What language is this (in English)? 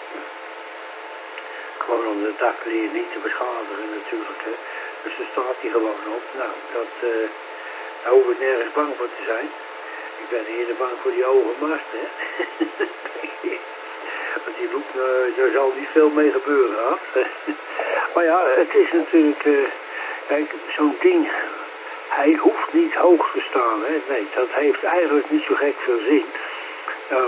Dutch